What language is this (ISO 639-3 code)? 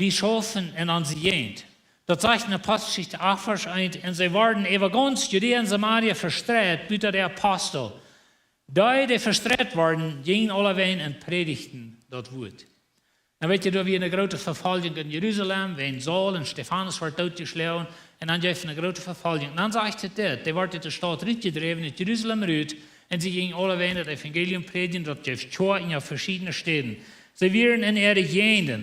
pdt